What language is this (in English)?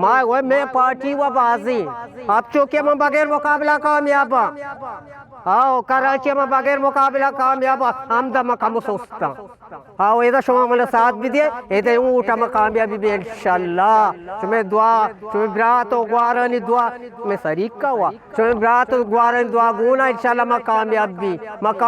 Eastern Balochi